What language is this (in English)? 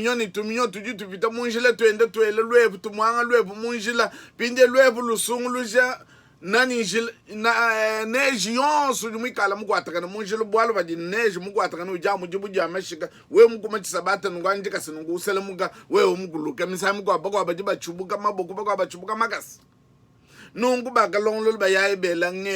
Luba-Lulua